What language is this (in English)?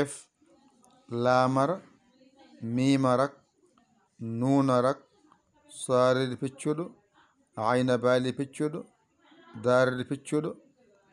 Fula